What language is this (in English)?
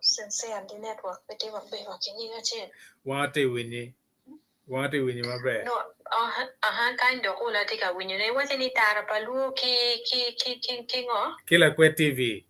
Acoli